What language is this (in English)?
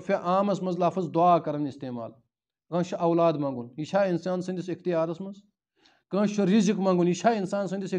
Kashmiri